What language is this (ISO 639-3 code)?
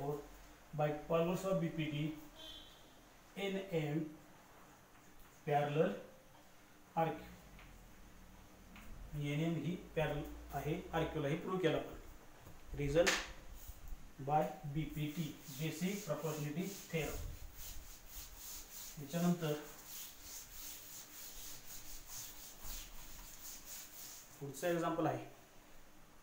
mar